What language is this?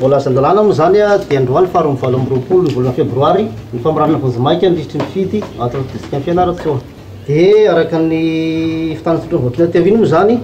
Malagasy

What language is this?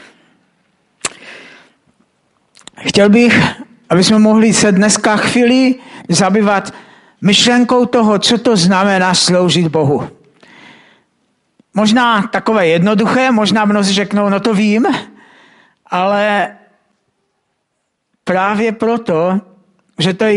Czech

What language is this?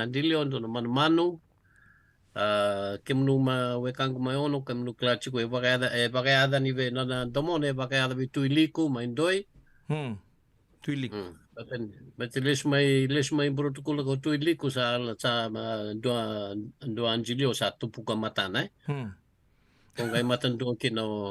Fijian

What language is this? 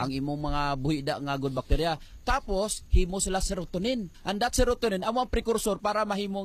Hiligaynon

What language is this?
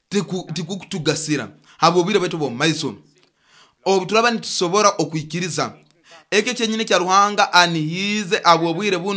Nyoro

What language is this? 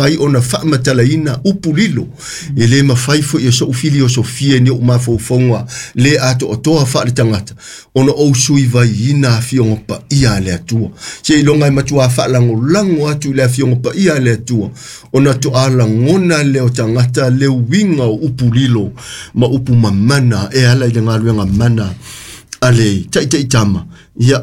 Samoan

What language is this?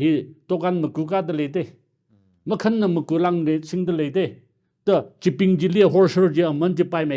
Tangkhul Naga (India)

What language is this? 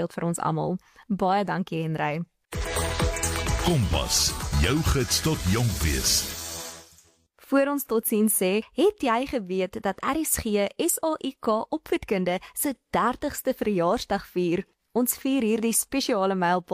Afrikaans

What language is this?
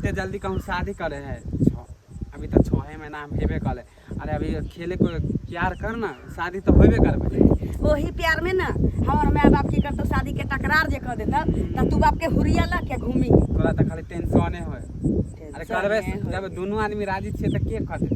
Maithili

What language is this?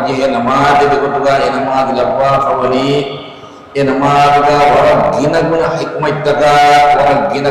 Divehi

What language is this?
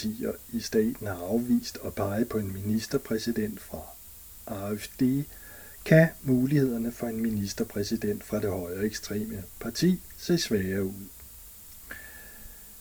Danish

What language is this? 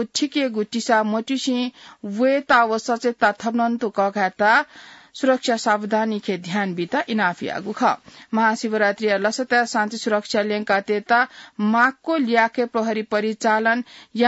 Newari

